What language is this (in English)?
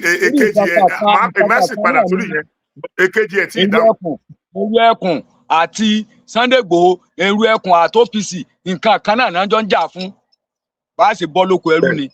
Yoruba